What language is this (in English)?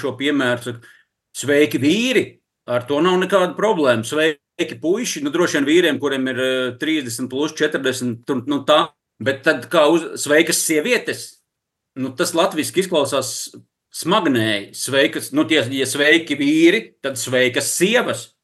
Latvian